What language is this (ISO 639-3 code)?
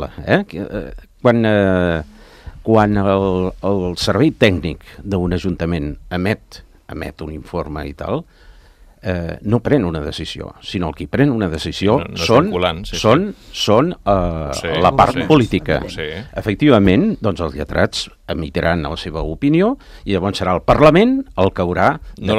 cat